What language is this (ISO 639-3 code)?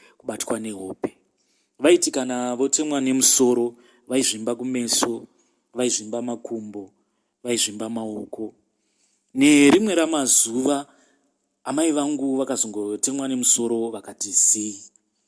sna